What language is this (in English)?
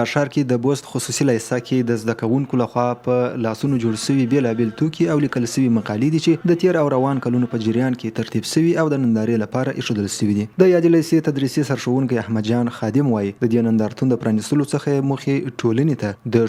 Pashto